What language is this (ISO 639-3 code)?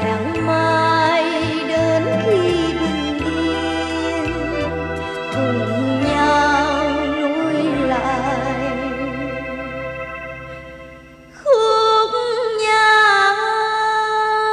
vie